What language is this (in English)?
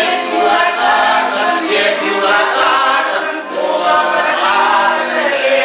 Chuvash